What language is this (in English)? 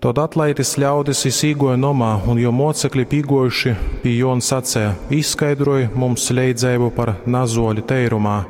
Latgalian